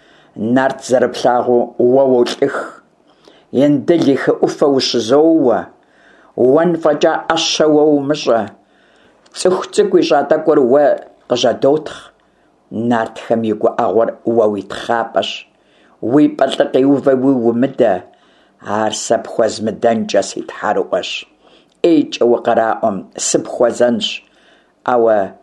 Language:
Kabardian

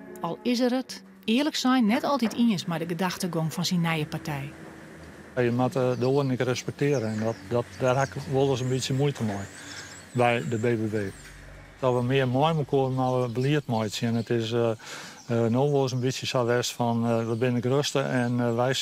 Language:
Western Frisian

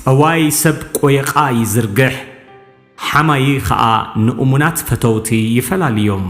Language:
Tigrinya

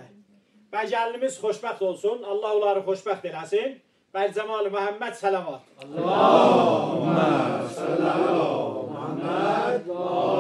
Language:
South Azerbaijani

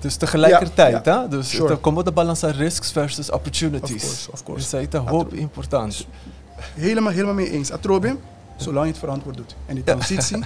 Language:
Papiamento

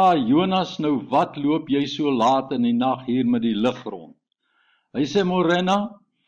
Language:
Afrikaans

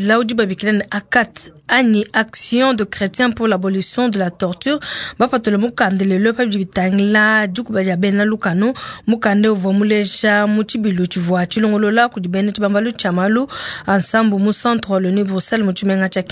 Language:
Luba-Lulua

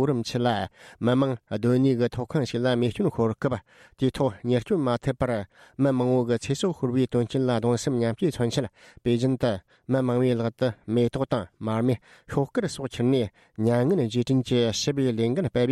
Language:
Tibetan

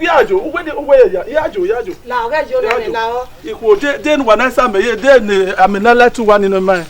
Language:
Bini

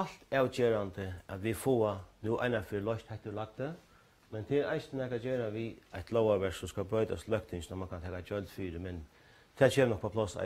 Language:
Faroese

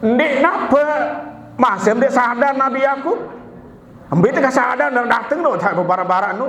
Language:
Sasak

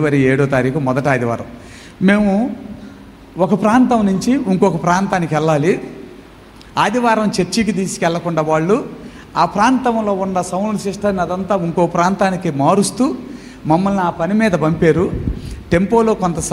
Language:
Telugu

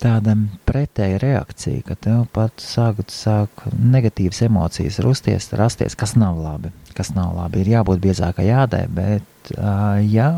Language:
Latvian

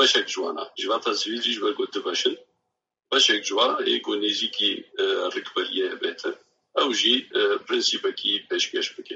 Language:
Kurdish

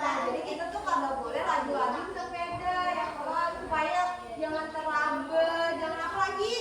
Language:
Banjar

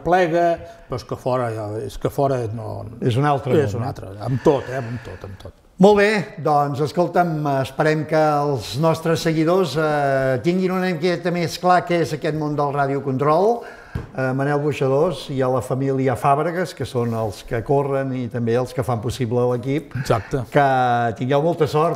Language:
Catalan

